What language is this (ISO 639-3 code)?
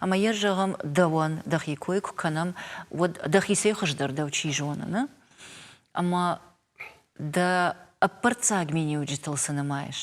oss